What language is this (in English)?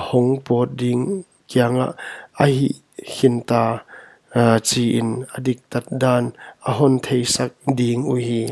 Paite Chin